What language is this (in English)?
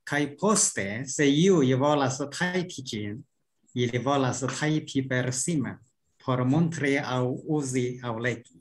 Esperanto